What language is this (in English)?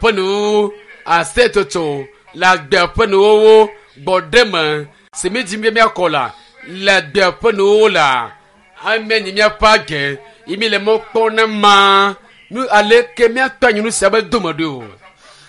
Ewe